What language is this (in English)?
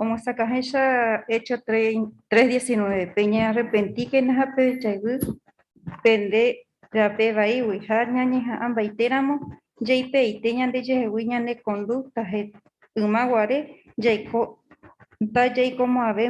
Guarani